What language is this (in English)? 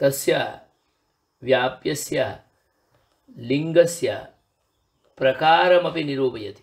Sanskrit